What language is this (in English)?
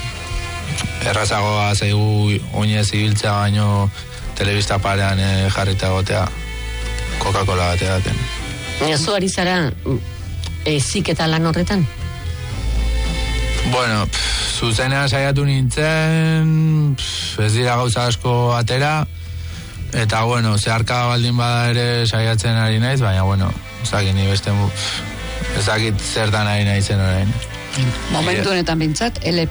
Basque